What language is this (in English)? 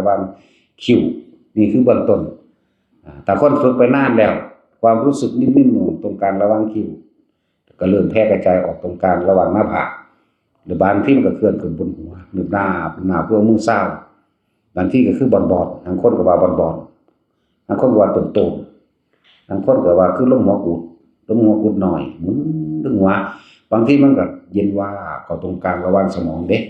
Northeastern Thai